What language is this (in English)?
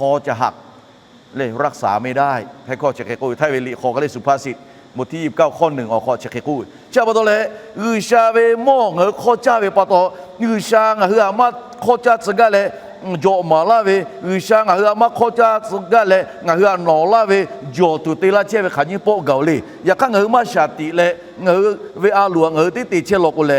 Lahu